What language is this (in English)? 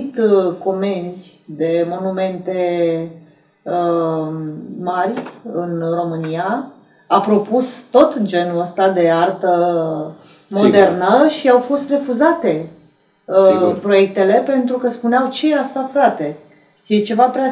Romanian